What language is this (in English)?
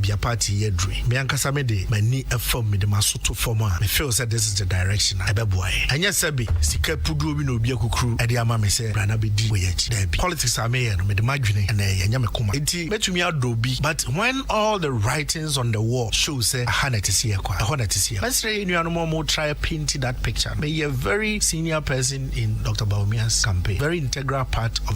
Akan